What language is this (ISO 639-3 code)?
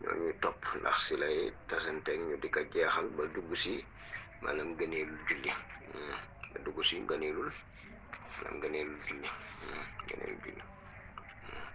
wol